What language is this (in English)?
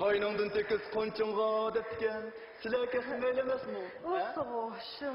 Uyghur